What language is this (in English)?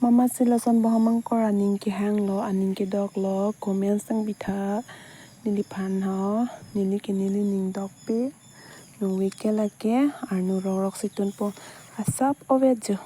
Karbi